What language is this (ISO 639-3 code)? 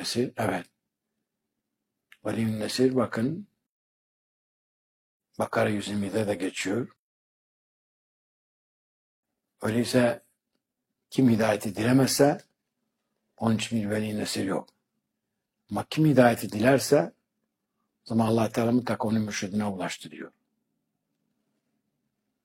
tur